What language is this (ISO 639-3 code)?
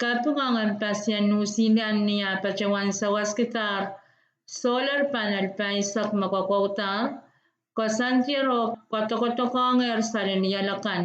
pon